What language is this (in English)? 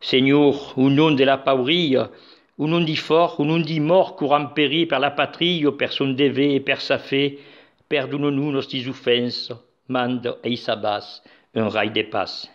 Occitan